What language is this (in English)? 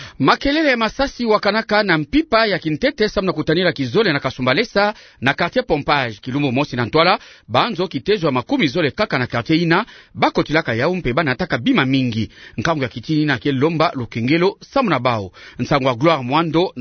Kituba (Democratic Republic of Congo)